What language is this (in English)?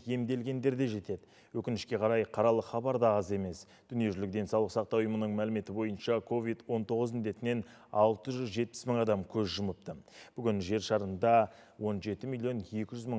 Kazakh